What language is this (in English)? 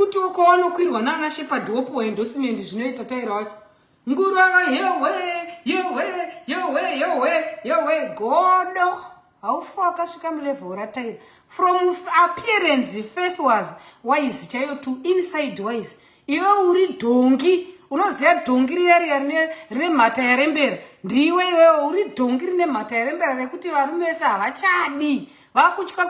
Shona